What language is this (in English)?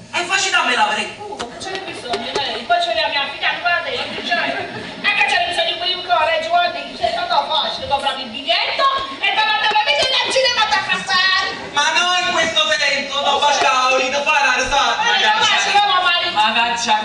Neapolitan